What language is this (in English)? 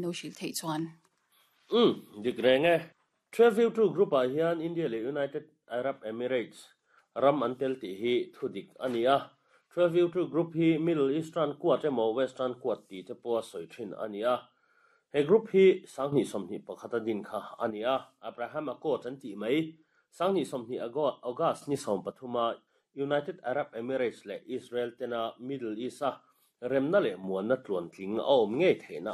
Mizo